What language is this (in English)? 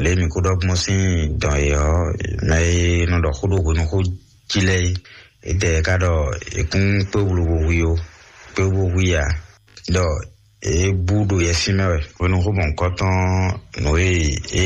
Fon